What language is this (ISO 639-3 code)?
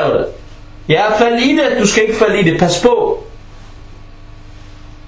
dan